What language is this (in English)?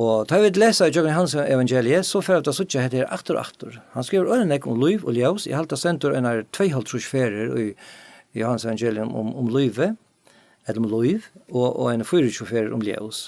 Faroese